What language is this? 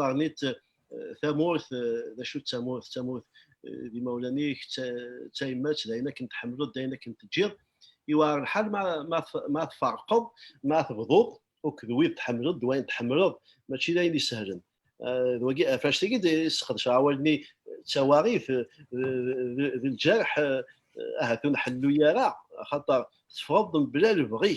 Kabyle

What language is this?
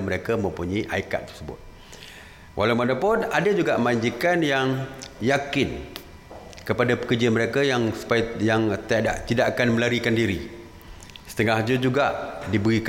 Malay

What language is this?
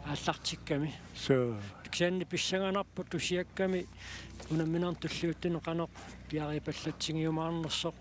Kalaallisut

